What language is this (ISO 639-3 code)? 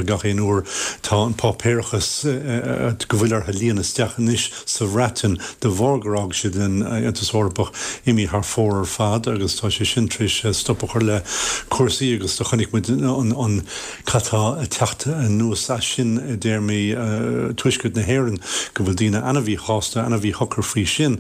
gle